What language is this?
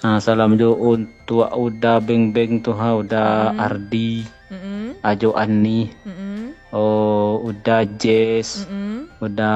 Minangkabau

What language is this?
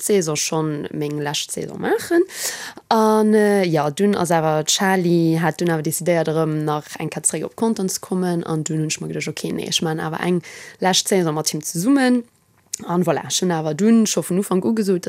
Luxembourgish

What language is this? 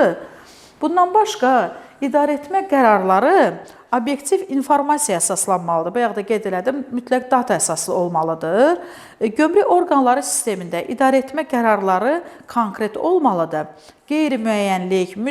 Azerbaijani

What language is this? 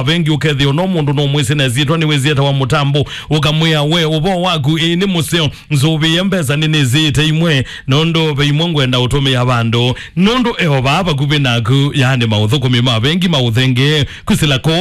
Kamba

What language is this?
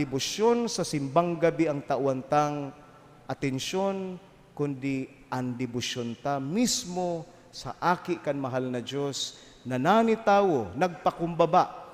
Bikol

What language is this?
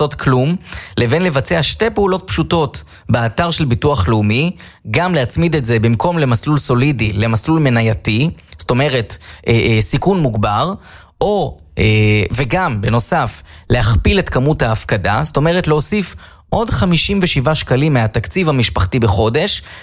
Hebrew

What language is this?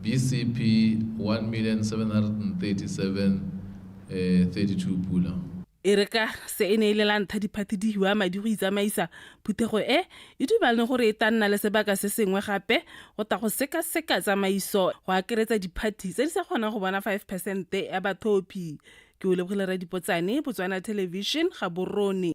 Tswana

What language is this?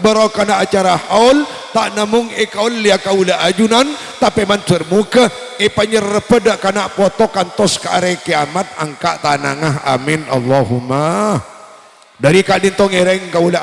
Madurese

